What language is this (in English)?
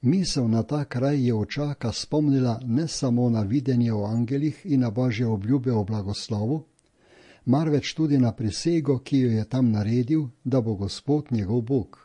Slovenian